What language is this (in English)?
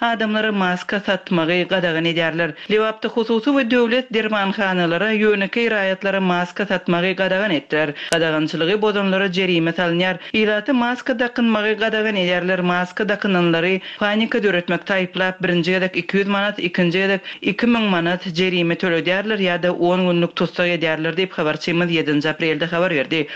Turkmen